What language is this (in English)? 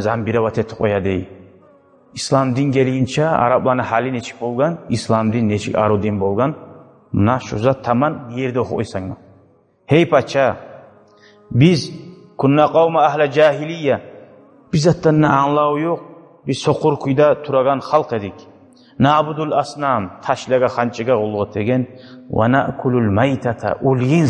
Kumyk